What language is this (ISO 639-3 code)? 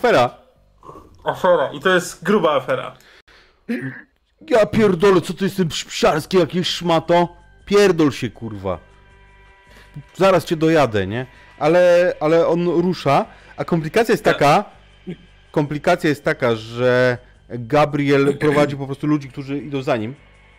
pol